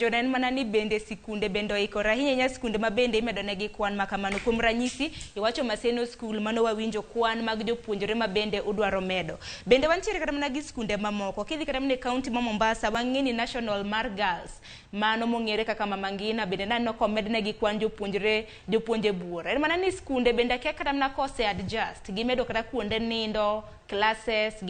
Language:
Luo (Kenya and Tanzania)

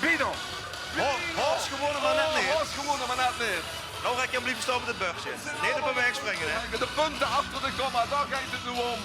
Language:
Limburgish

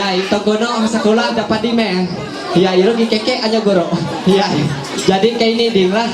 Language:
Ma'anyan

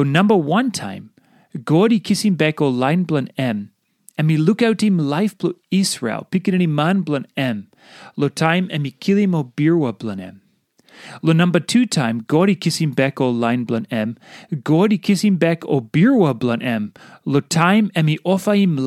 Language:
Tok Pisin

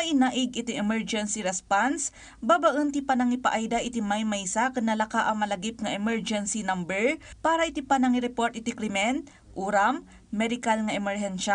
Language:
Iloko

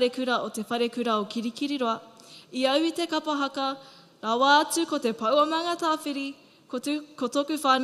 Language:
Māori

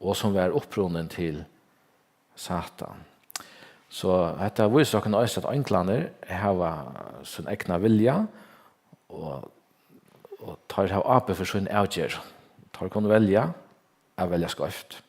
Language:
Faroese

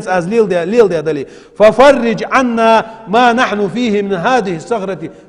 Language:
Ingush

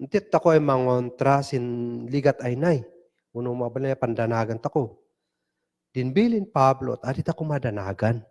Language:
Kankanaey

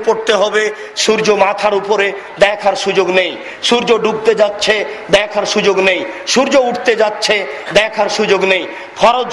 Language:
Bangla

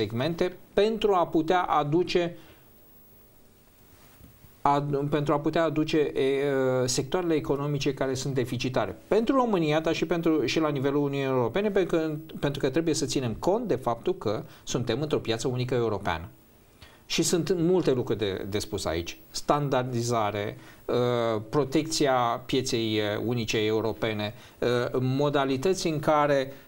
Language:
Romanian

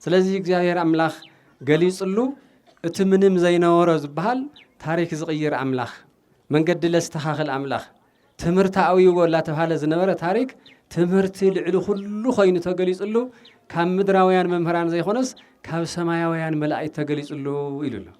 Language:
Tigrinya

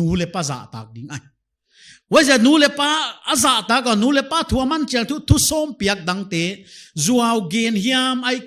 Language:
Paite Chin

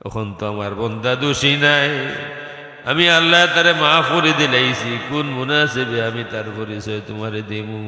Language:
Sylheti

